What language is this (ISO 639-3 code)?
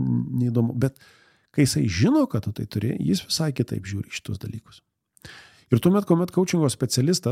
lit